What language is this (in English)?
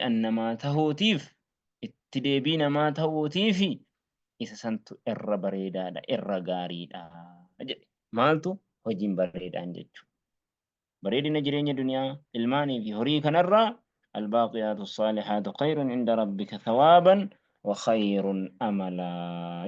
Oromo